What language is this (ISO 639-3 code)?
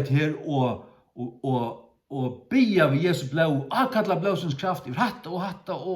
fao